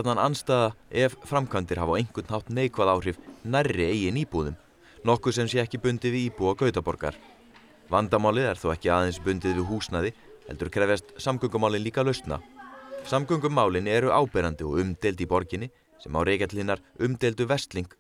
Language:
Icelandic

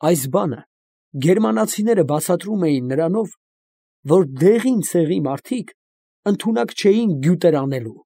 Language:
Armenian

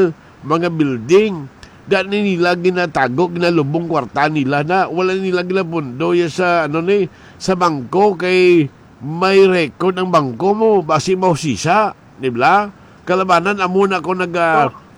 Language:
Hiligaynon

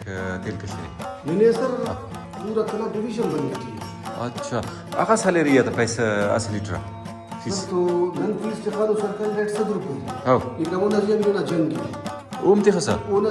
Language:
Brahui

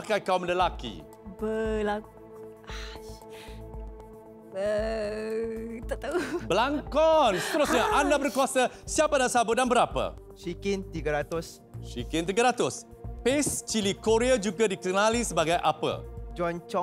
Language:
Malay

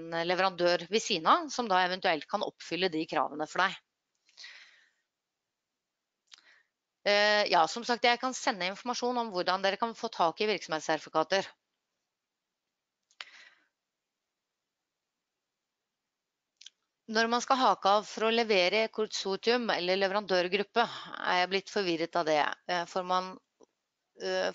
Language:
Norwegian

